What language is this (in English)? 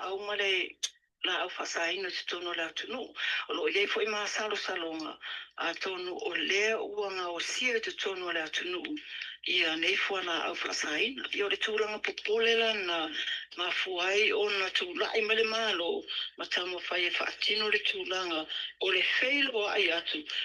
Samoan